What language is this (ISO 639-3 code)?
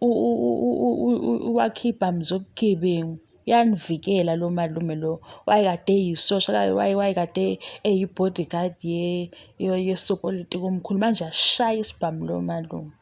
zul